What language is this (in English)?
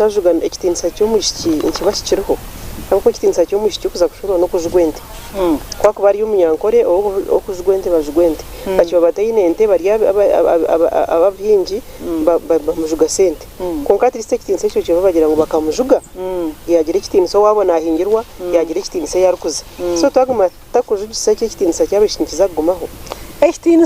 Nyankole